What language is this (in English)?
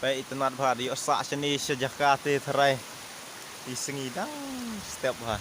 Khasi